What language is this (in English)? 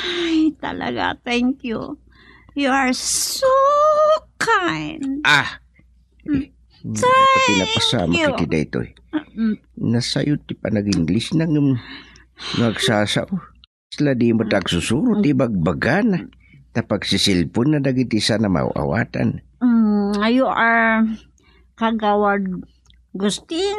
Iloko